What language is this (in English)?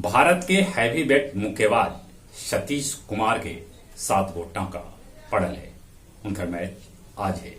Magahi